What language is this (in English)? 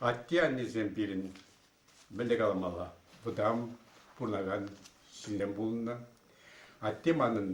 Chuvash